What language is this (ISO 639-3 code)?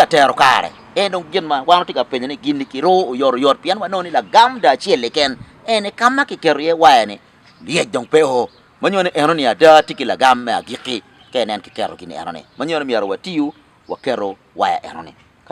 ach